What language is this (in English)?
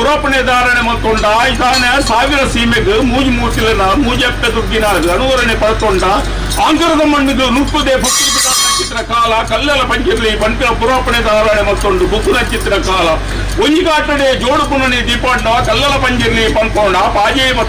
Tulu